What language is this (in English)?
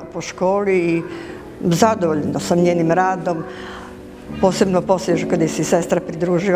Serbian